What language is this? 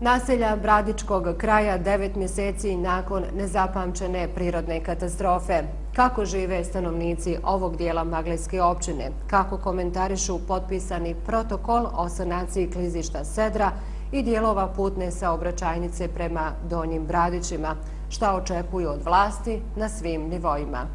Bosnian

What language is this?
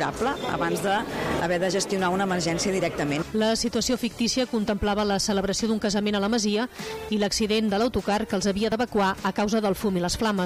Catalan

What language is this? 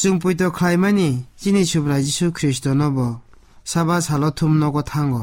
Kok Borok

